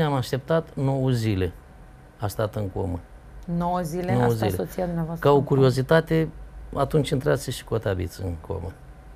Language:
Romanian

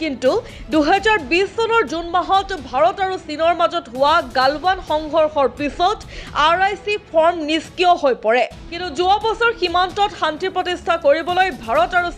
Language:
Assamese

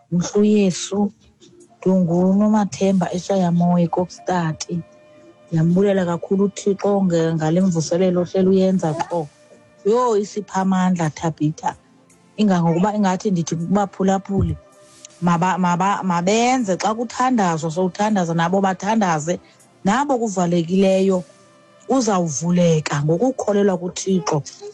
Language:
Xhosa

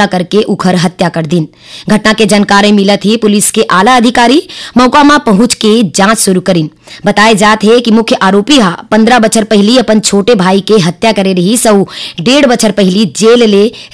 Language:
Chhattisgarhi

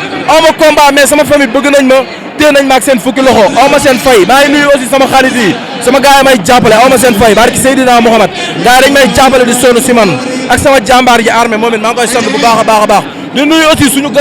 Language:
Wolof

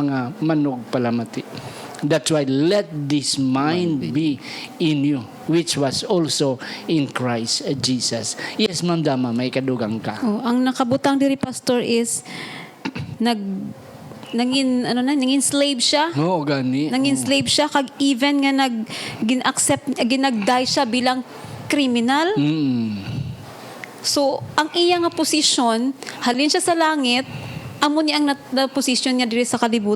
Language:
Hiligaynon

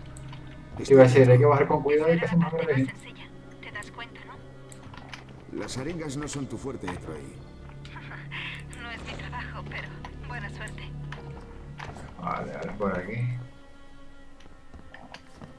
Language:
Spanish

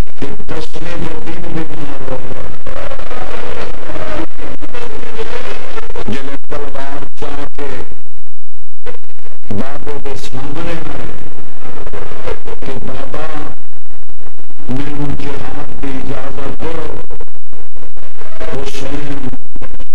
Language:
Urdu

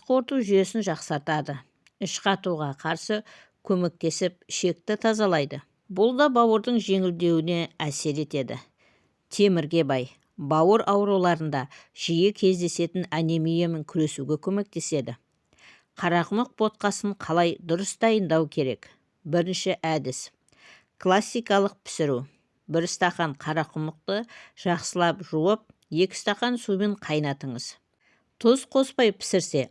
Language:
Kazakh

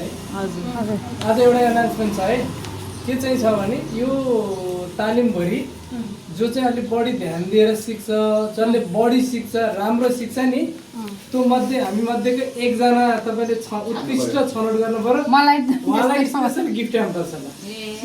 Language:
Nepali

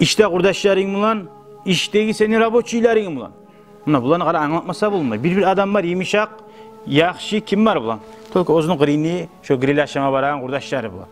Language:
Kumyk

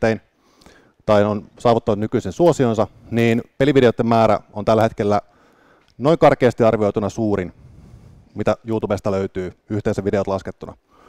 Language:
Finnish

